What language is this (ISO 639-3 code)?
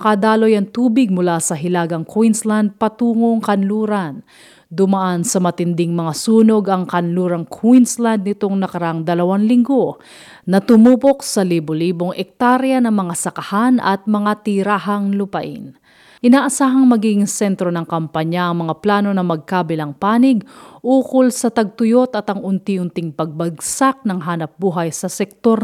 fil